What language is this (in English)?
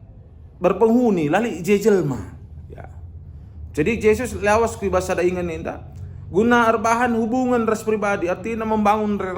Batak Karo